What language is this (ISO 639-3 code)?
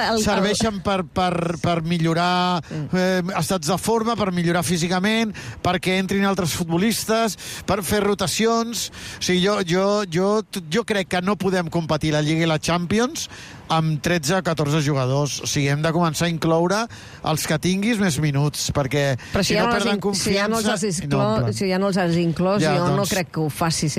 cat